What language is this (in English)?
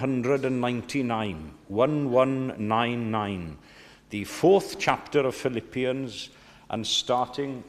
Welsh